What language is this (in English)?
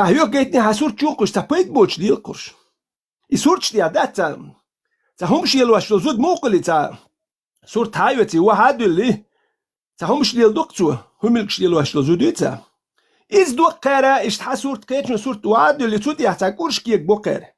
Chechen